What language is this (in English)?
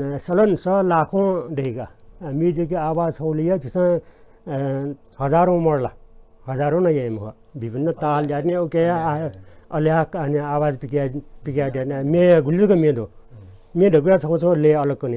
Newari